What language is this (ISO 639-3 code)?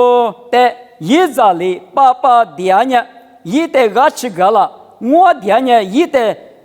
lis